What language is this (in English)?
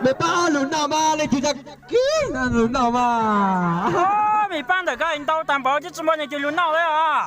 Hmong